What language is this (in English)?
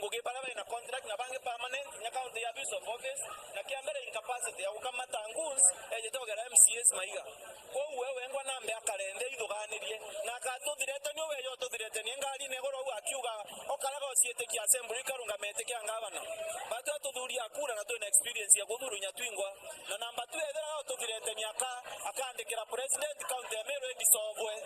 Meru